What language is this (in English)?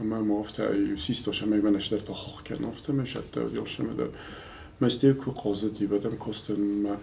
Ossetic